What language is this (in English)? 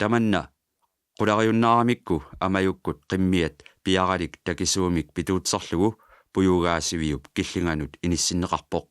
Kalaallisut